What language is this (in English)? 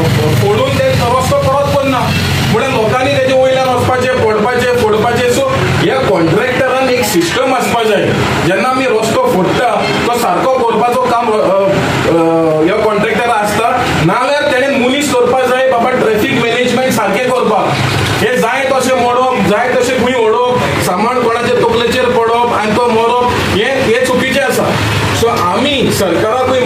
Konkani